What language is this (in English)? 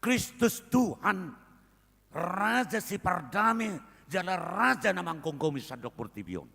Batak Toba